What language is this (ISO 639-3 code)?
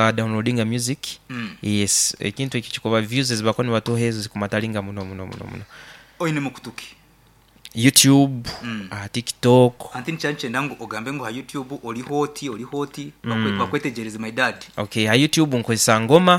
nyn